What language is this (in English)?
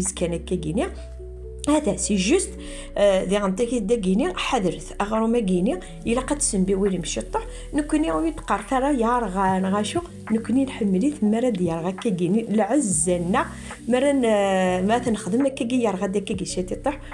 Kabyle